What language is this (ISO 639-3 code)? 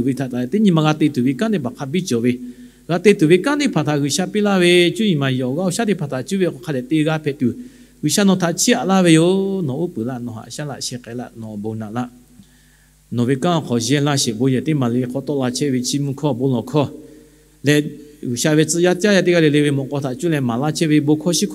lhu